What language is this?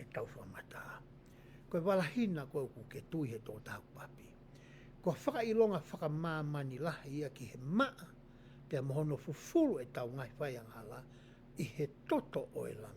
Tongan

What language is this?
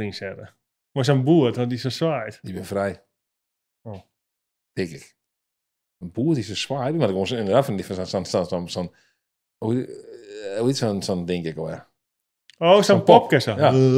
Western Frisian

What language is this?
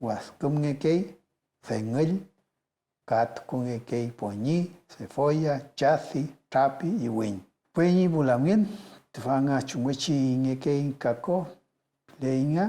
Mapuche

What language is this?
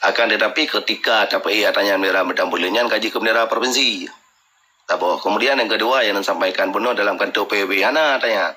Achinese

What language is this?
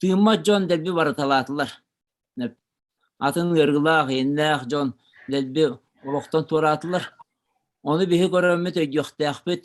Yakut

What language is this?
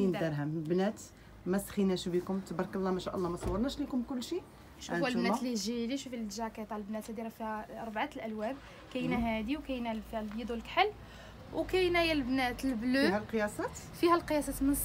Moroccan Arabic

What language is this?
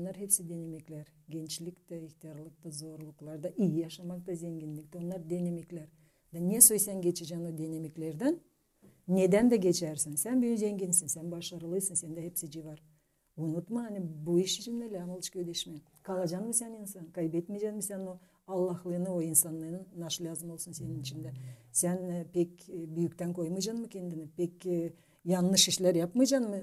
Gagauz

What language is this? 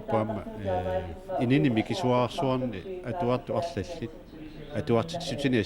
Kalaallisut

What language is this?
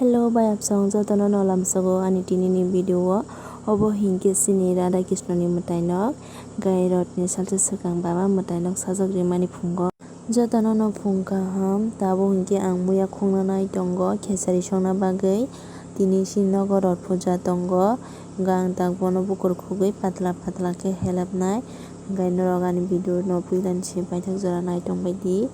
Kok Borok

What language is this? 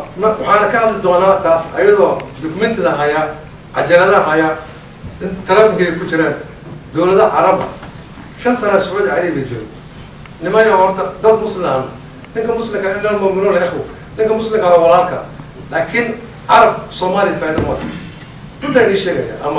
Somali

